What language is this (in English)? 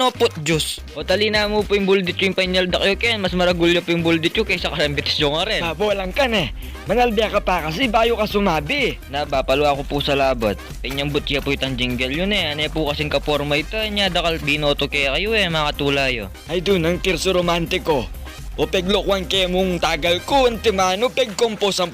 Pampanga